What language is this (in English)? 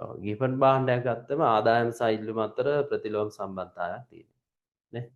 Sinhala